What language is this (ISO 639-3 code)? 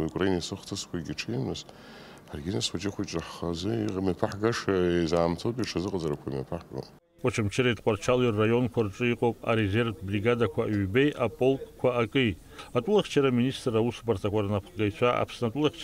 abk